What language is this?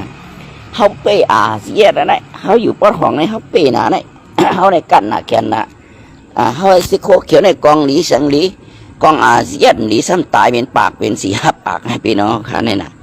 Shan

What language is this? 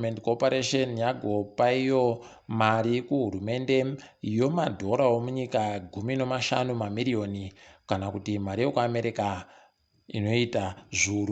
Ndau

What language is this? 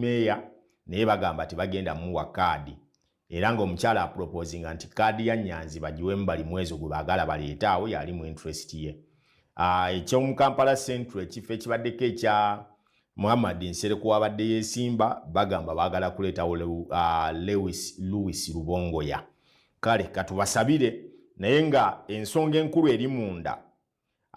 Ganda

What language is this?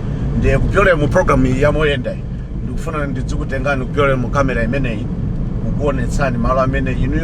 Nyanja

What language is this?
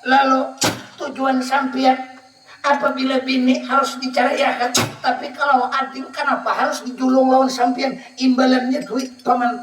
Banjar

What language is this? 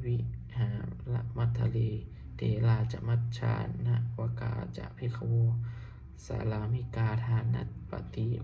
Pali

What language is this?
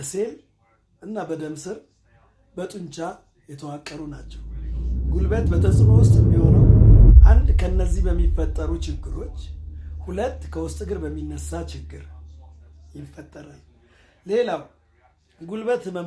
Amharic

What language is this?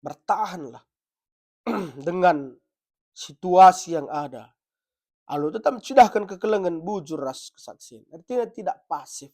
Batak Karo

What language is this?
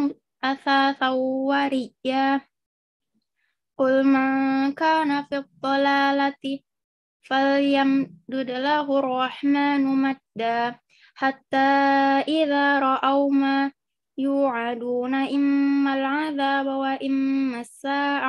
Arabic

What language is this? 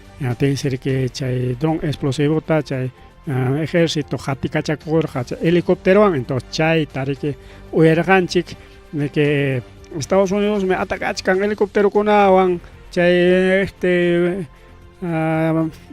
Ayacucho Quechua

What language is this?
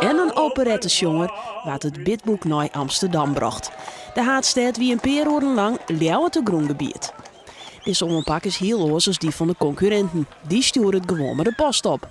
Western Frisian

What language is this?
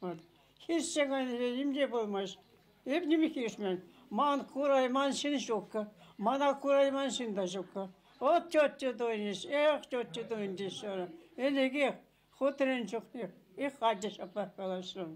Chuvash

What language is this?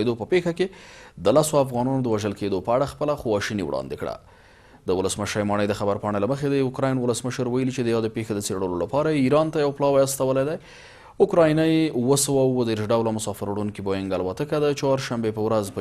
Pashto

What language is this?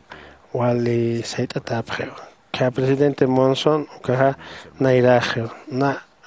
Aymara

